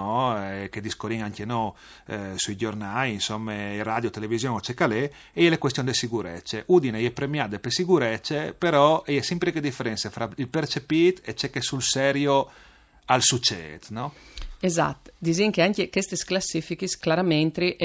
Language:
Friulian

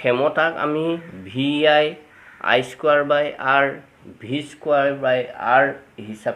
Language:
Assamese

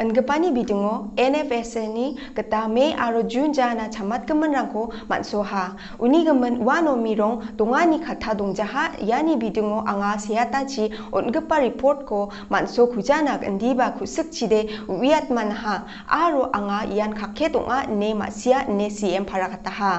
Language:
Garo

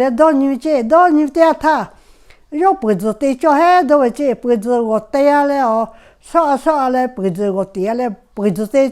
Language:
Lahu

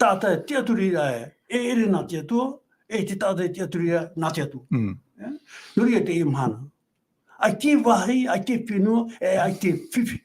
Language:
Tahitian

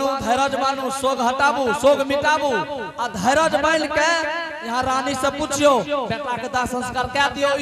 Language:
Angika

